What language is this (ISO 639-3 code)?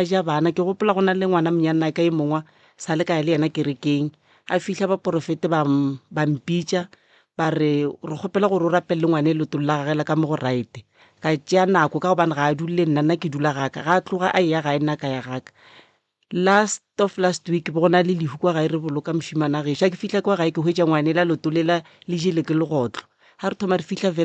nso